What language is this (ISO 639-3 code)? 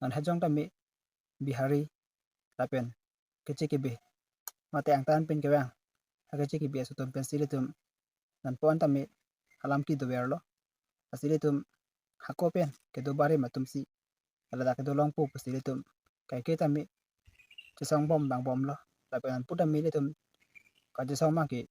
mjw